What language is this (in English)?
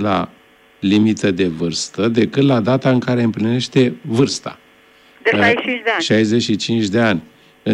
Romanian